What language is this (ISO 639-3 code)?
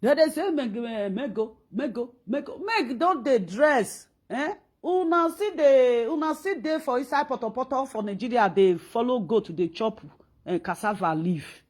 pcm